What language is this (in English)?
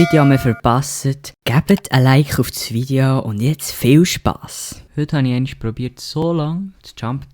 Swiss German